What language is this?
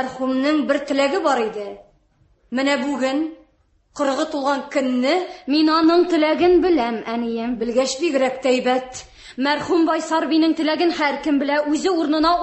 Tatar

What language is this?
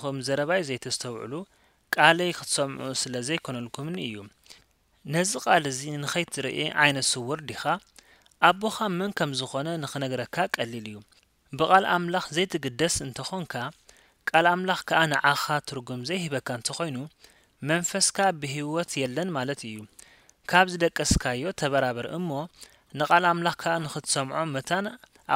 Tigrinya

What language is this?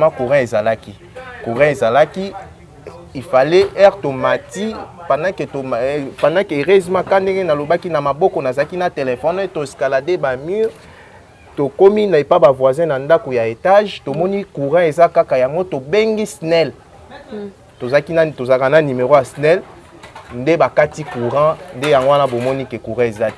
Lingala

